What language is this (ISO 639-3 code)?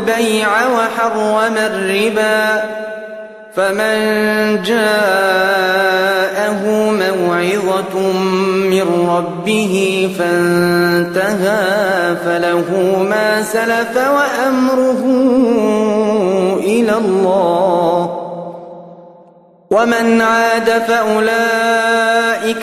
ara